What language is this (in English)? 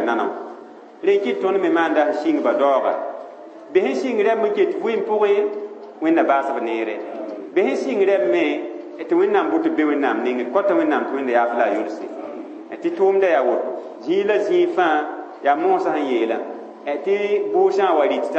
Mossi